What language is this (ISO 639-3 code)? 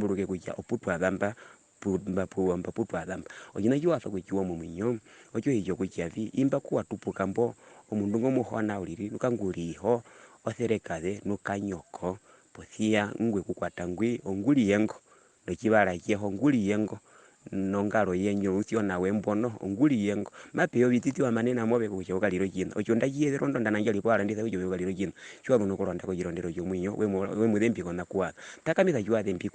her